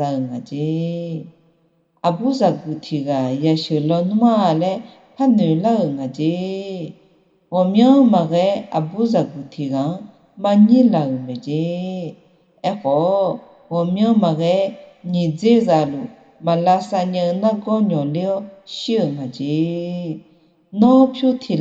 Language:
Akha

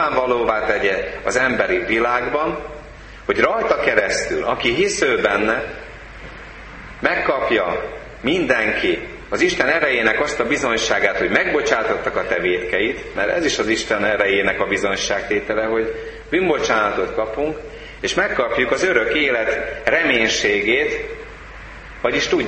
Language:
Hungarian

